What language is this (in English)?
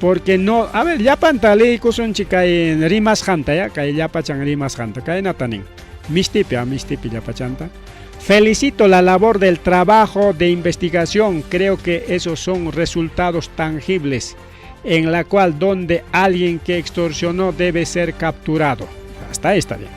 Ayacucho Quechua